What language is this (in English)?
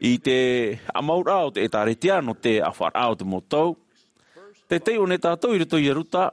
Tahitian